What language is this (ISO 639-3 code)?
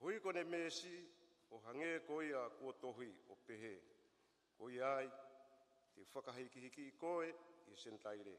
ton